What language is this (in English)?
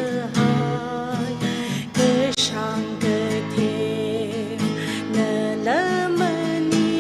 Tangkhul Naga (India)